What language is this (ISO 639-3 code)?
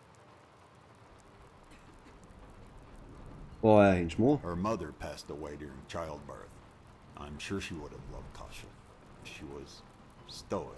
dan